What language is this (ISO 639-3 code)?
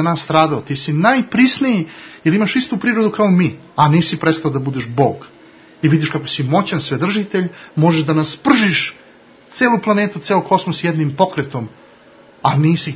srp